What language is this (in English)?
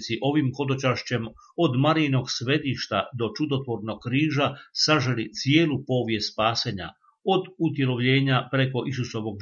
Croatian